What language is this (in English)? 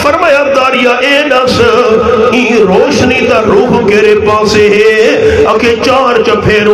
Urdu